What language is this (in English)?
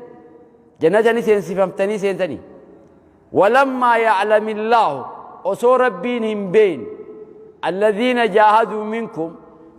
Oromo